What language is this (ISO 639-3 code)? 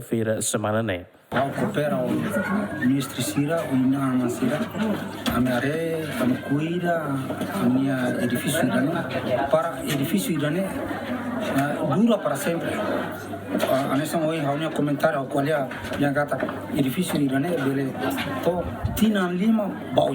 tet